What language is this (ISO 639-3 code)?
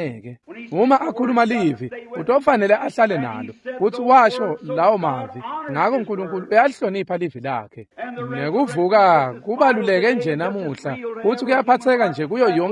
ssw